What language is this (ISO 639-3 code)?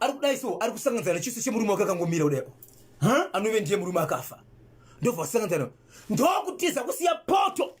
sna